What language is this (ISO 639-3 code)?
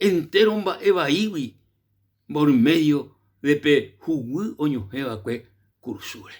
grn